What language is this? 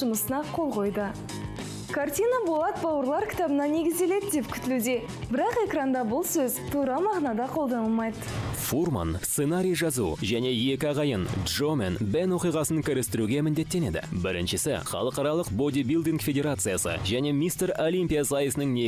Kazakh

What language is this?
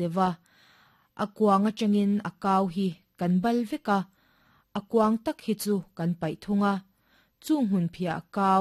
Mizo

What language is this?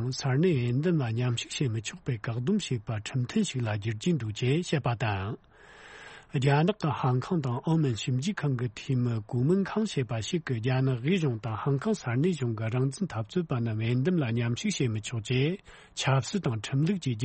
Tibetan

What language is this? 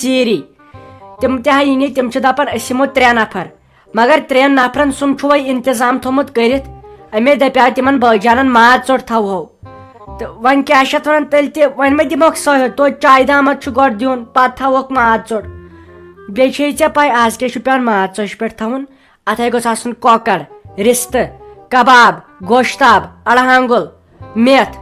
Kashmiri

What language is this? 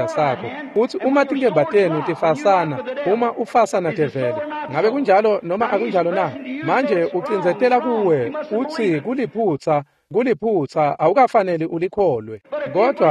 Swati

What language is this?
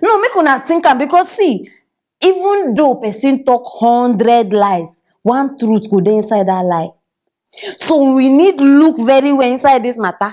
Nigerian Pidgin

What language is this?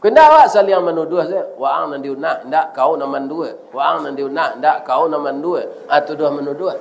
Minangkabau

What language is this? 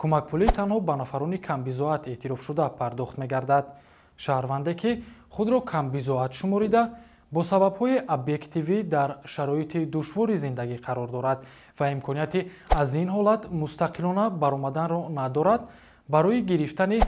Tajik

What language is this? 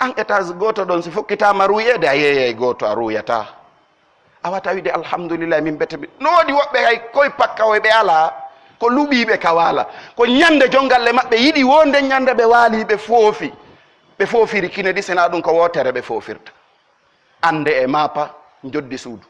Pular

